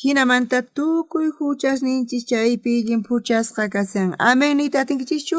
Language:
South Bolivian Quechua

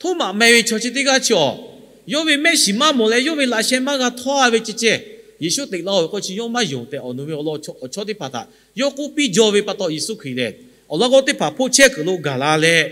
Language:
Lahu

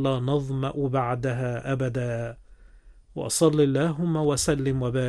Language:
Arabic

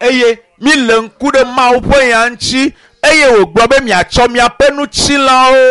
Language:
Ewe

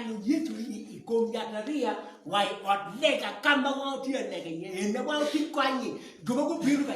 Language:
Acoli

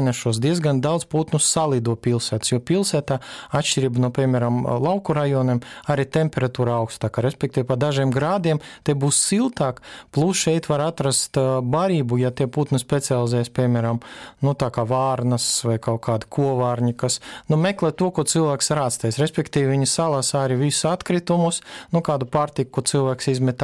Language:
Latvian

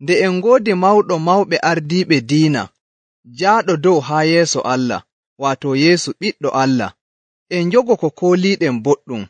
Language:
Nigerian Fulfulde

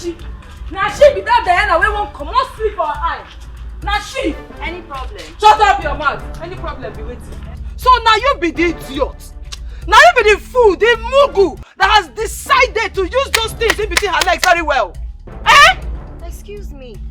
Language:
Nigerian Pidgin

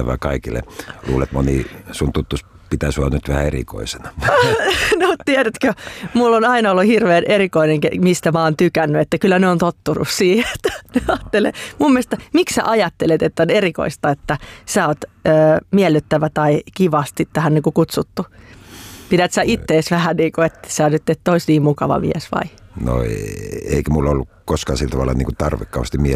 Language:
Finnish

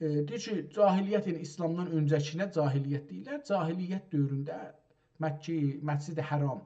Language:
South Azerbaijani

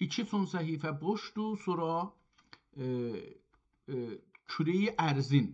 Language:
South Azerbaijani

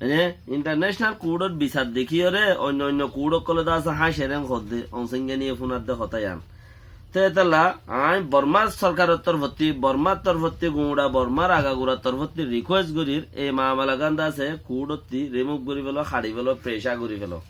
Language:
Rohingya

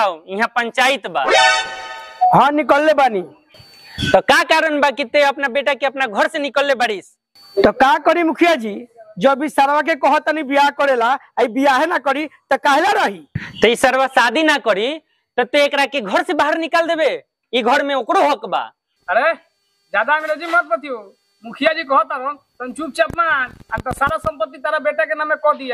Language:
Bhojpuri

